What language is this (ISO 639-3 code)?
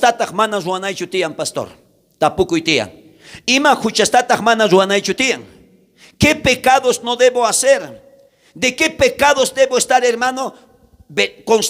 quh